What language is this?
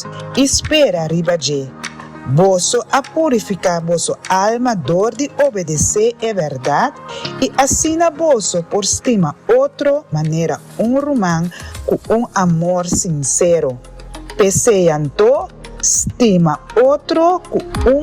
Papiamento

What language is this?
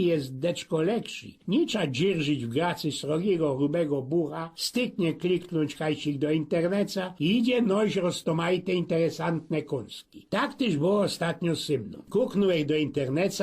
Silesian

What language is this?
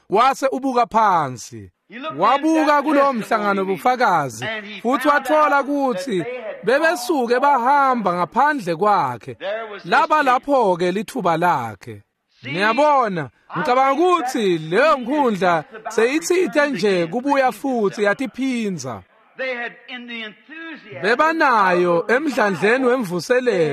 Swati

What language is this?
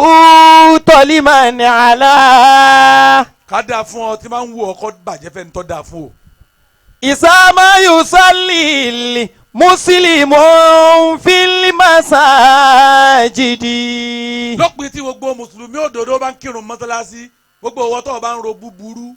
Yoruba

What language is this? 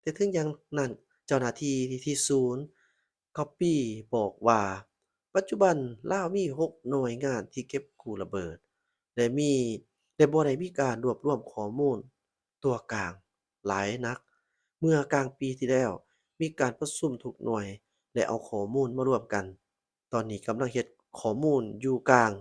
Lao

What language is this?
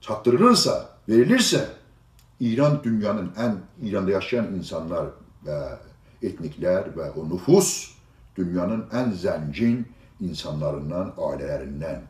South Azerbaijani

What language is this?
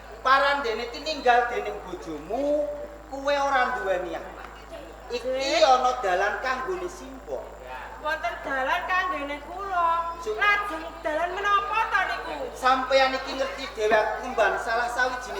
Javanese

